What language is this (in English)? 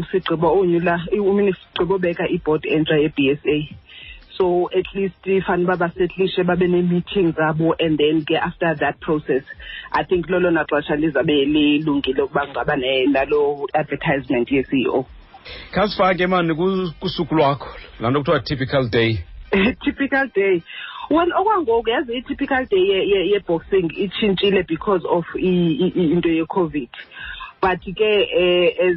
Xhosa